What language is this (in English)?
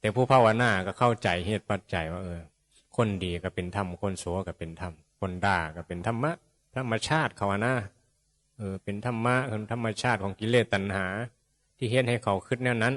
Northeastern Thai